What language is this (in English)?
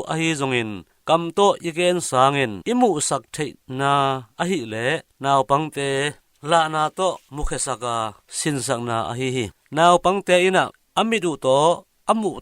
Tedim Chin